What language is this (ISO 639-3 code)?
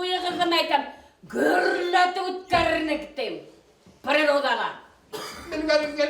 bak